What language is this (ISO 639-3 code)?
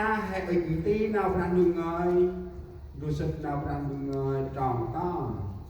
cmo